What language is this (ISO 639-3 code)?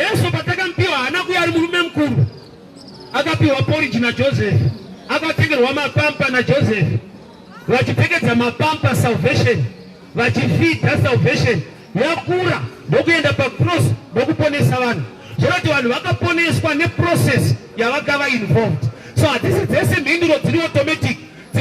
sna